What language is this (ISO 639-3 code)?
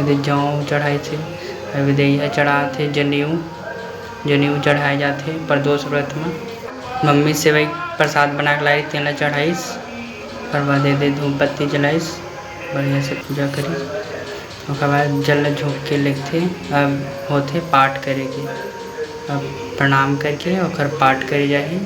hne